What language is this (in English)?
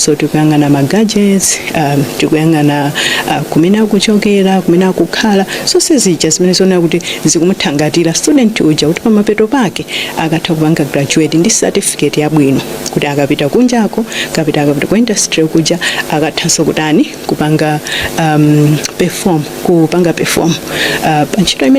Nyanja